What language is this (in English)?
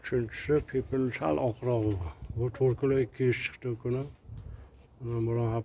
Uzbek